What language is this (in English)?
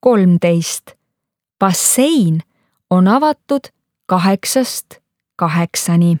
Estonian